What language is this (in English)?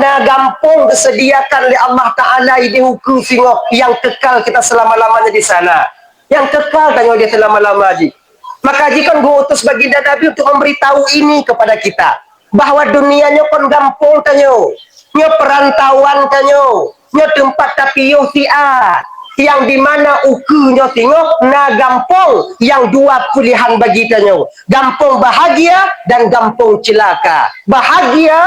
Achinese